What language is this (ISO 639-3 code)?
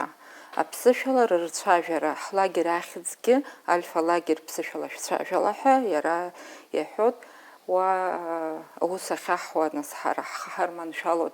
abk